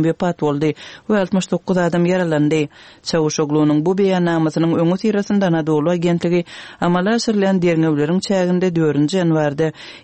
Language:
Turkmen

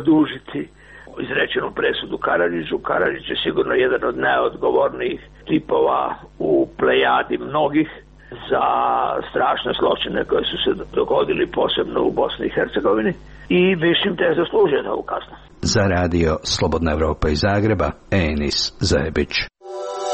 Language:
Croatian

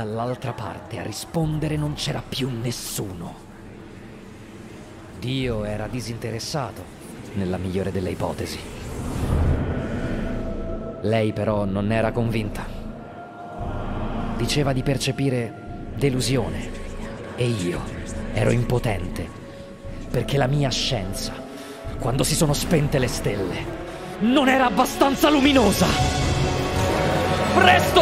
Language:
Italian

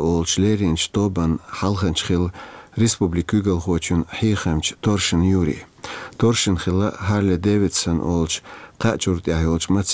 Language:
Chechen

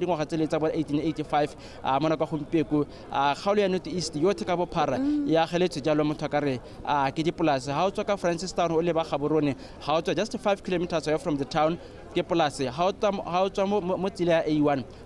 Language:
Tswana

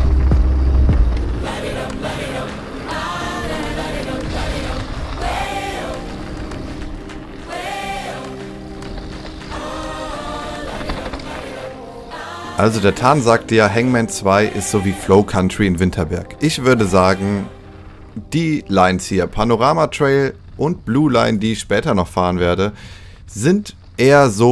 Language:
German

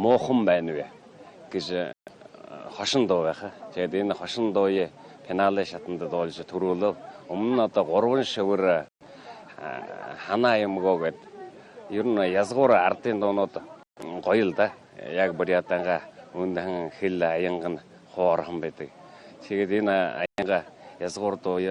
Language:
Mongolian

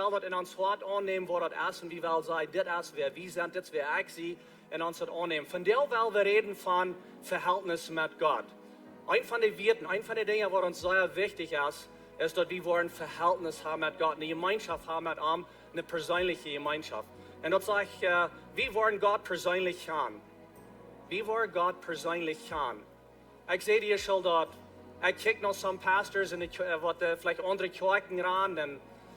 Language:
Plautdietsch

